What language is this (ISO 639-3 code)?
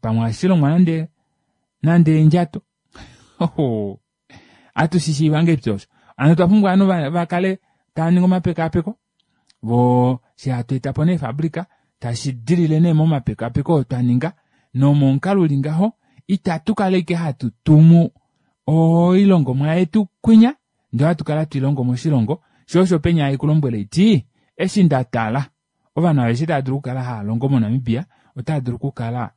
kua